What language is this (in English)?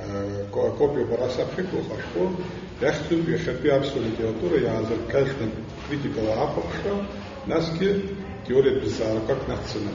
Abkhazian